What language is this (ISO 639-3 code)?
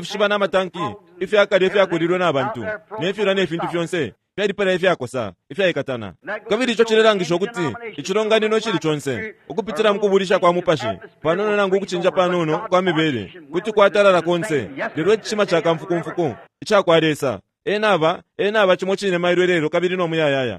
bem